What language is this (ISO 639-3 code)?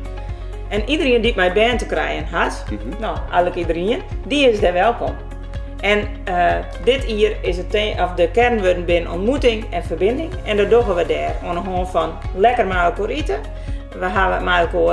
fry